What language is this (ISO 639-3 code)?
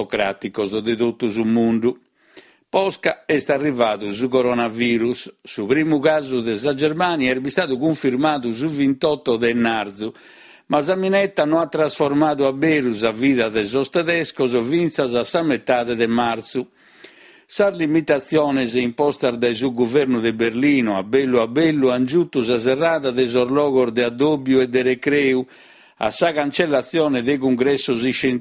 srd